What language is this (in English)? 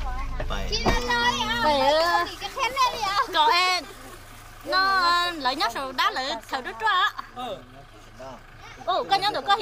Vietnamese